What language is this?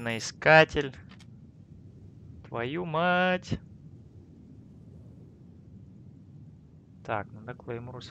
Russian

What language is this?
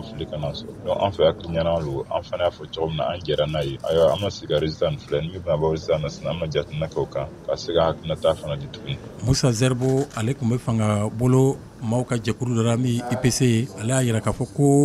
Bambara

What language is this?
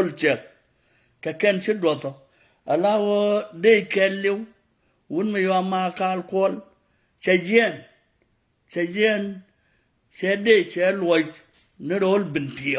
Nuer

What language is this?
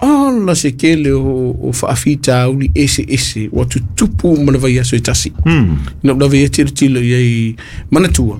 Samoan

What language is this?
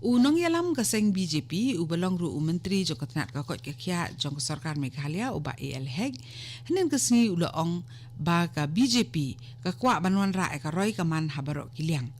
Khasi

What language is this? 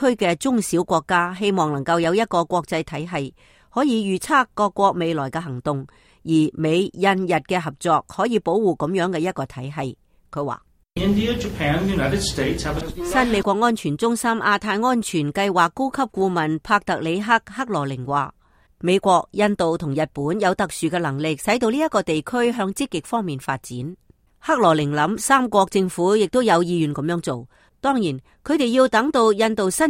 Cantonese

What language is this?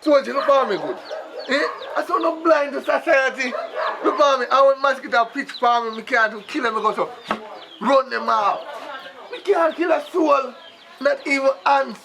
Jamaican Creole English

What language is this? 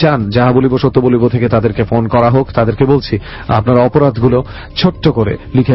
Bangla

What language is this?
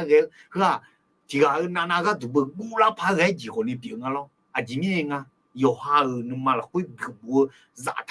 Akha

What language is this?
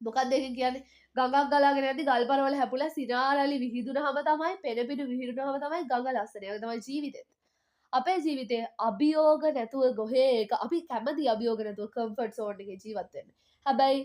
Sinhala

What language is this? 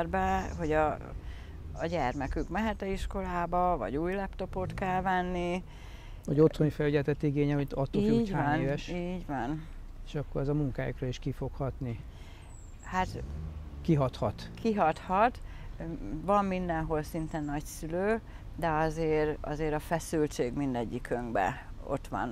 Hungarian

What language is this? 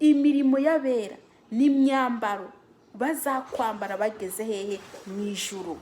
Rundi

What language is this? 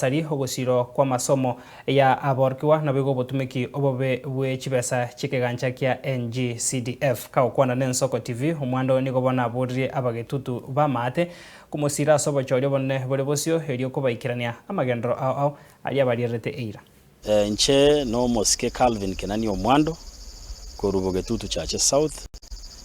Gusii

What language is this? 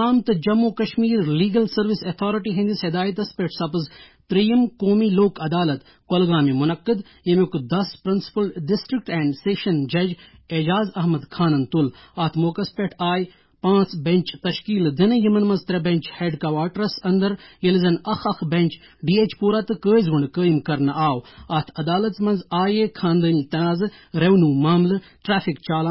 Kashmiri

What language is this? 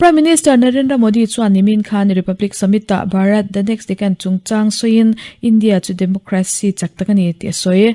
Mizo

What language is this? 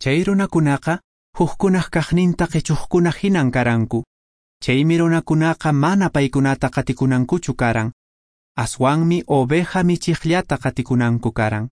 Quechua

